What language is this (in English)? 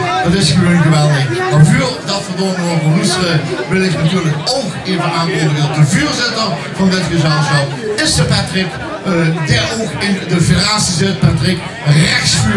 Limburgish